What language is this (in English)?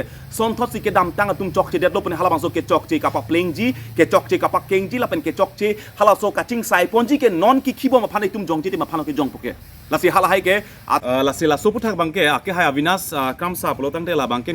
Karbi